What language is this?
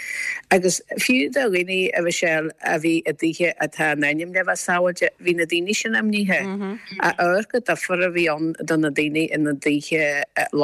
Irish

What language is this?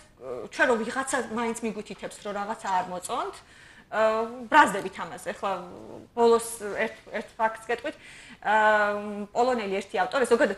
Georgian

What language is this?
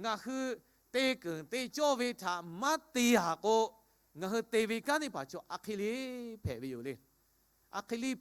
Lahu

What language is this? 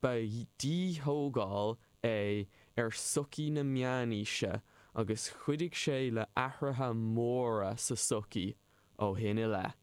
Irish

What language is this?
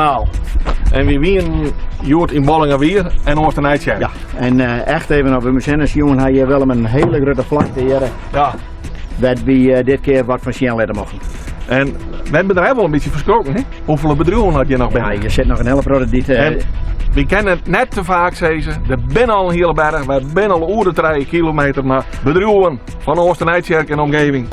Western Frisian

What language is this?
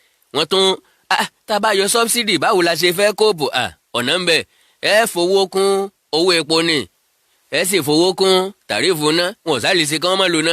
Yoruba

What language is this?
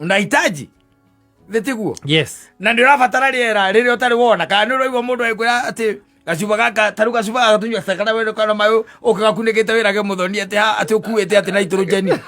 Kikuyu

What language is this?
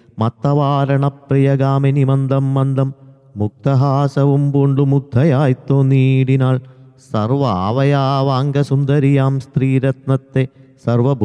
Malayalam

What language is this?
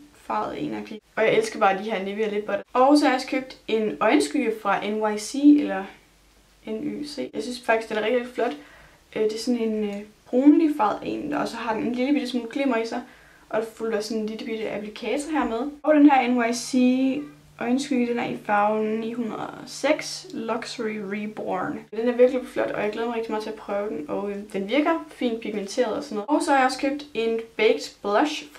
Danish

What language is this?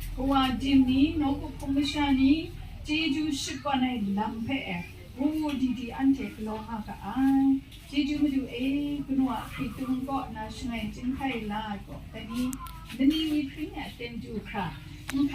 Kachin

